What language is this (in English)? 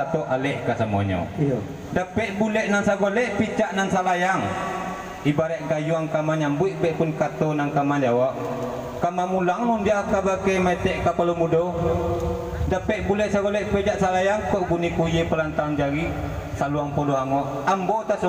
Minangkabau